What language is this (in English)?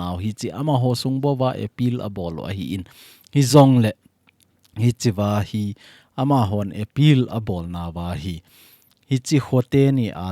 Thado Chin